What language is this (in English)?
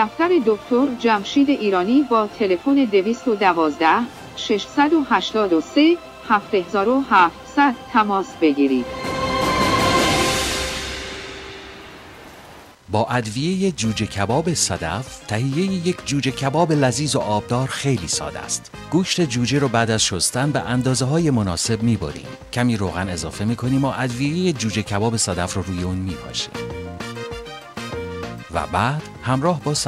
Persian